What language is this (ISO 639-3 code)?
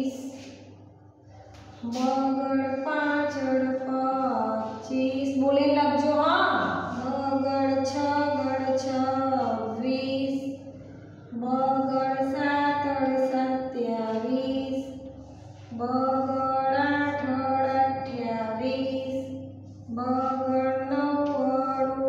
guj